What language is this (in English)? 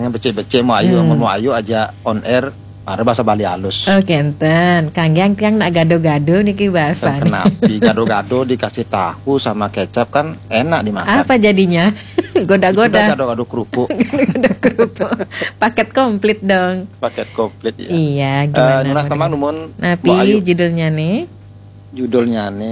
Balinese